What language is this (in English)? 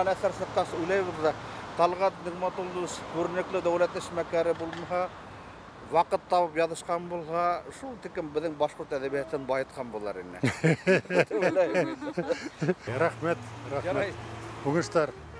Bashkir